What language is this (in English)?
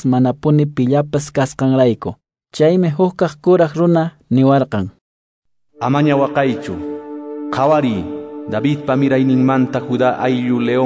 Quechua